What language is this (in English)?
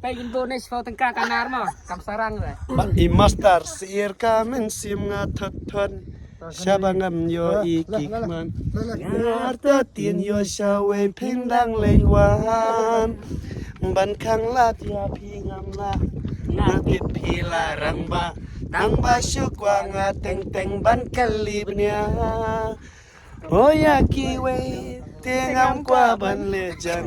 Khasi